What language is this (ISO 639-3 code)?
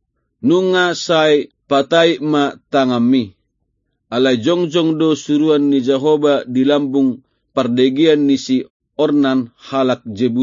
bbc